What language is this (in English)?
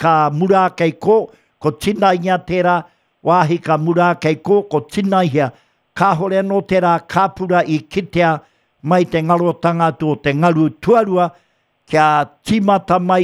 Māori